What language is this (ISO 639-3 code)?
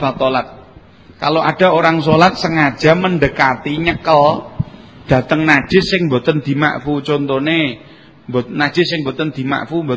jav